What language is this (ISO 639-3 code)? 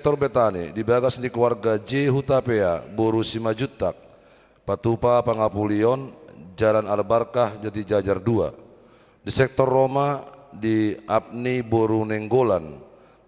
bbc